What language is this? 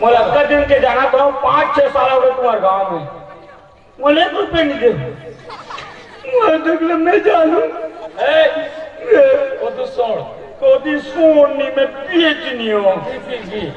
Chhattisgarhi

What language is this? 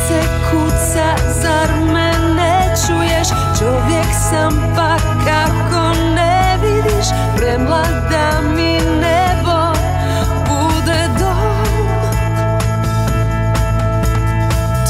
Croatian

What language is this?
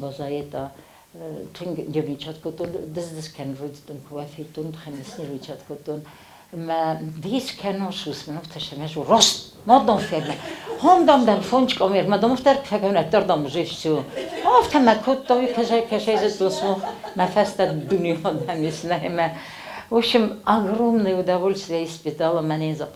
Ossetic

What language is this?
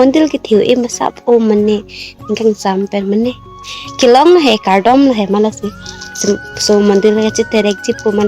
Karbi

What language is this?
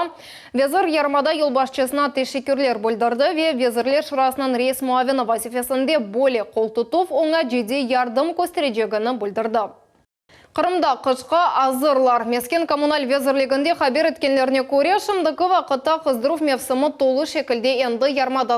Crimean Tatar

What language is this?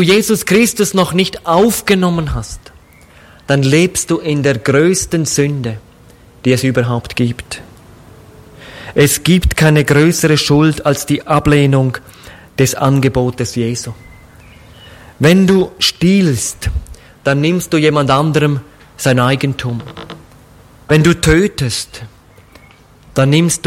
German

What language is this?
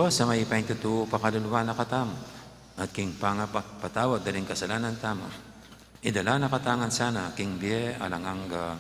Pampanga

